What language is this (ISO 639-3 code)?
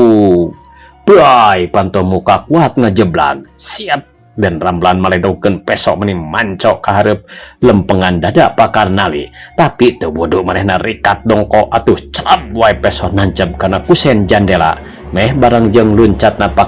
sun